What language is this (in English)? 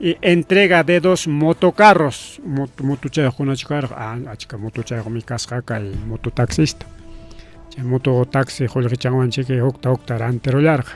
Ayacucho Quechua